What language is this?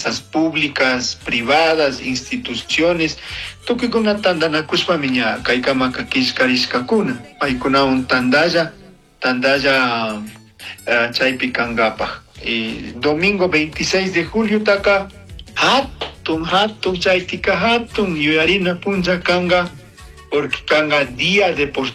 Chimborazo Highland Quichua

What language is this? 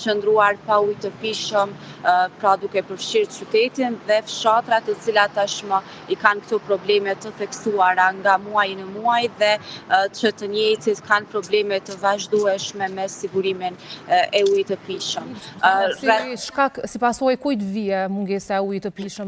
Albanian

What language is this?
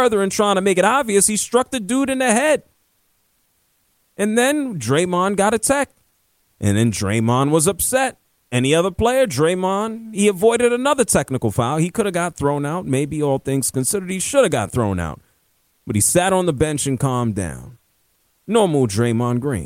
English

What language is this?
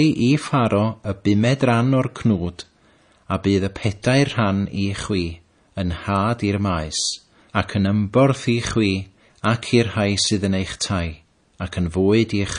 Welsh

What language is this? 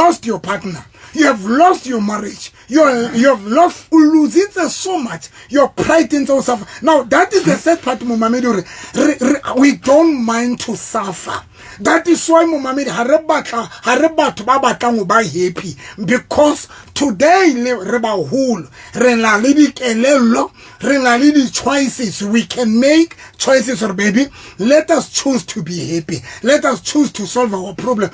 Southern Sotho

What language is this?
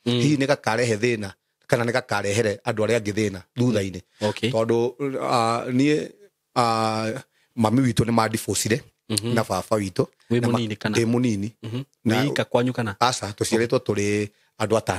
Kikuyu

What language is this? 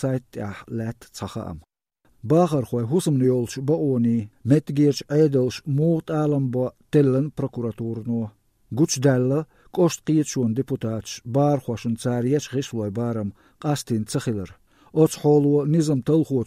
Chechen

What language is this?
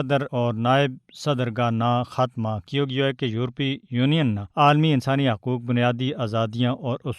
Gujari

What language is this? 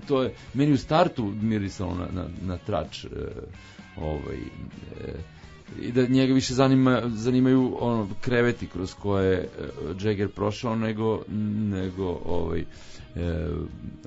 Serbian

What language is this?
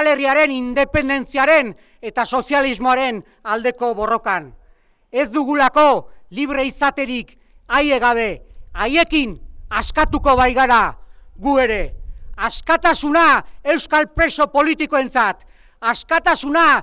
Basque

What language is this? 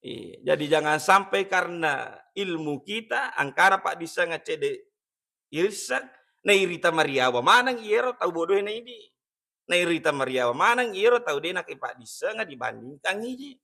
Buginese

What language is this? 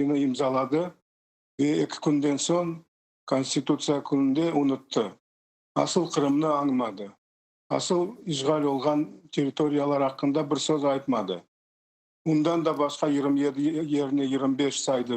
Crimean Tatar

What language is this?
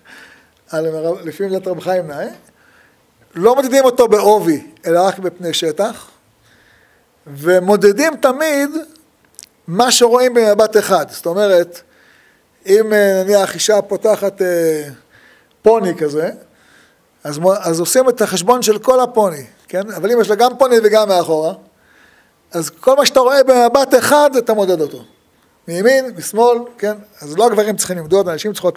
Hebrew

